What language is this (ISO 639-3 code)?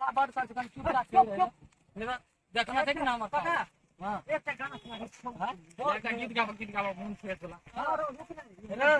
mai